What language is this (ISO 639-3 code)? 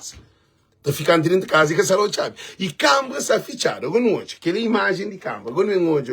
kea